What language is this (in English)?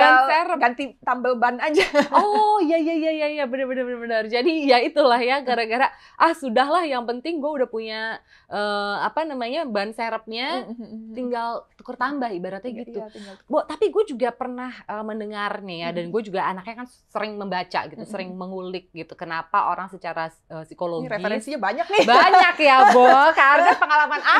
Indonesian